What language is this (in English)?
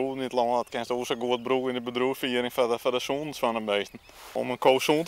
Western Frisian